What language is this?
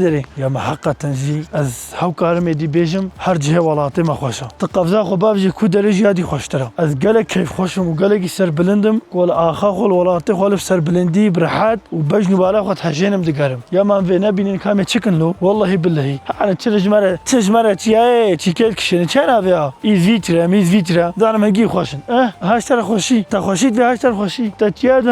Kurdish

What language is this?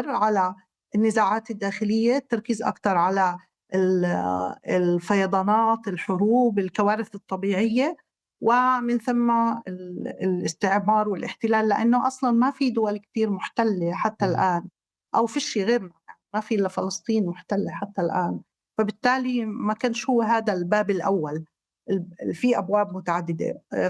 North Levantine Arabic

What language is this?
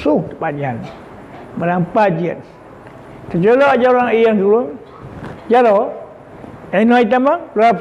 Achinese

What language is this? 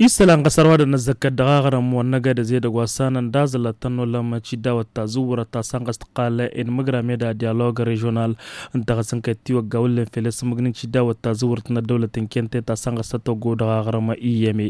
Tamasheq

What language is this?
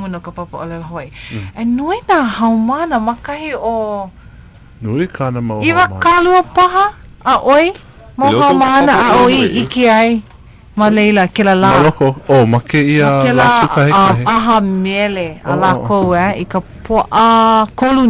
Hawaiian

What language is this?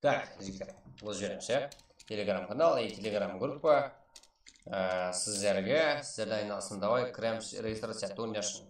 Kara-Kalpak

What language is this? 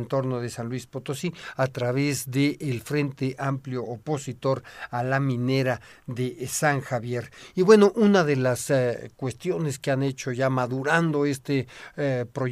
Spanish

